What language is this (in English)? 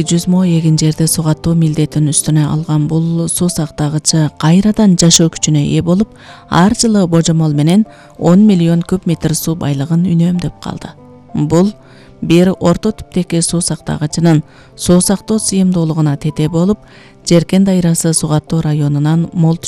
Kyrgyz